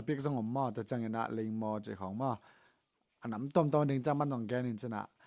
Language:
Tedim Chin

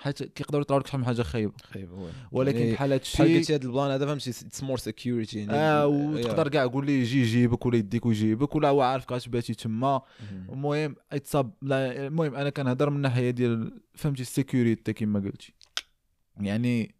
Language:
Moroccan Arabic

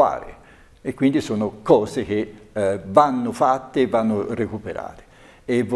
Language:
Italian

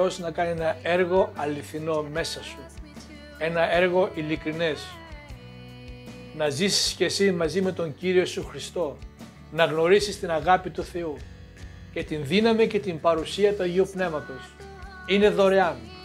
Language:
Greek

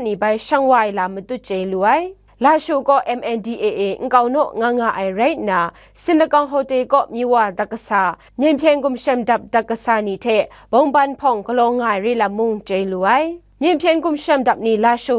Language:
Kachin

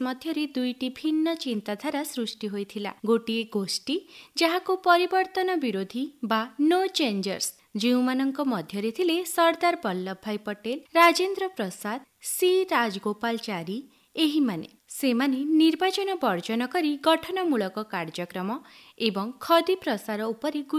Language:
Odia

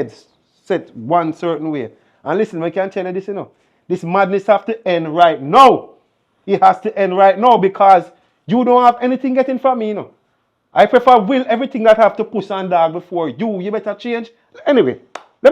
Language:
Jamaican Creole English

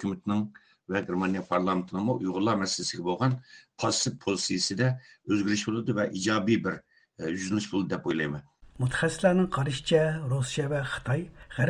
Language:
Uyghur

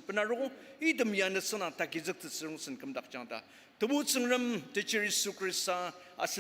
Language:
Ao Naga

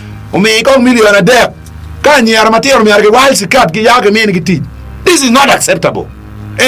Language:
Acoli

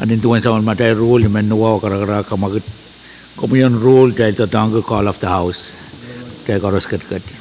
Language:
Pohnpeian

